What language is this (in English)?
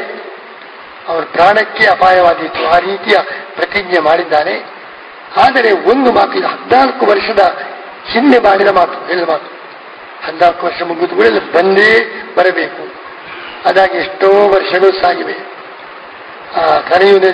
Kannada